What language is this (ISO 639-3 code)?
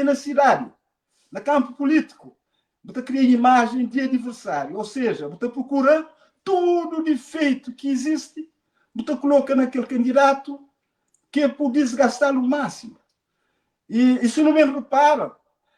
kea